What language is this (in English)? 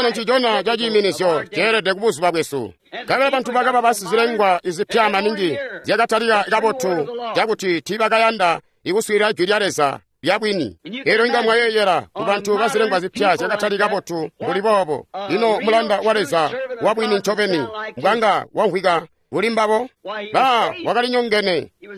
Tonga (Zambia)